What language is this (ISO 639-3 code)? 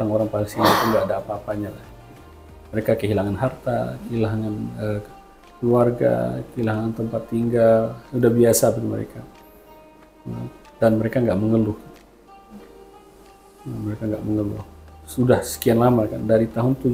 ind